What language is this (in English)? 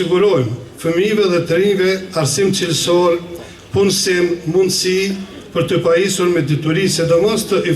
Albanian